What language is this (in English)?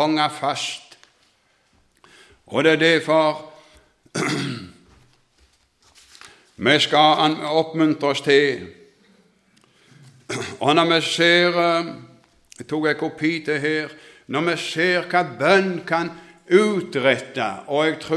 Norwegian